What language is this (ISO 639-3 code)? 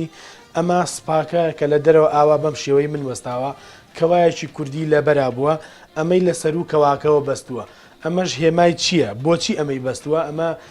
ckb